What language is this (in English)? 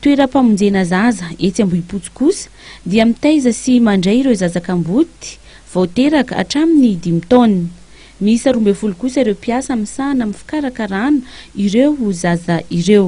Malagasy